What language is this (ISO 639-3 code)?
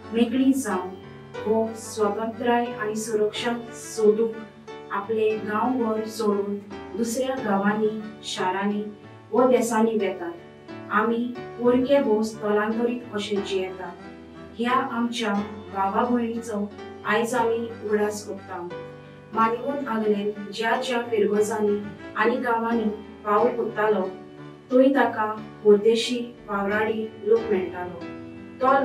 kok